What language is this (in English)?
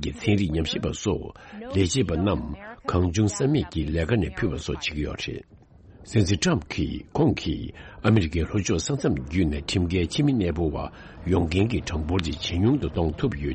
Tibetan